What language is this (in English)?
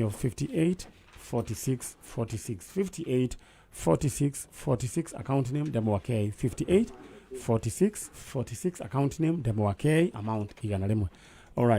Kikuyu